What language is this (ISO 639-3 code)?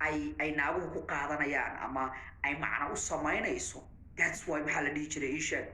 som